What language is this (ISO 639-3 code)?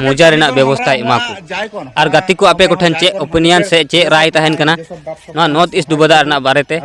sat